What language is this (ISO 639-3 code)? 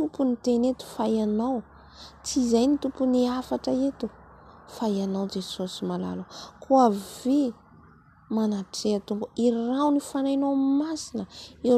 mlg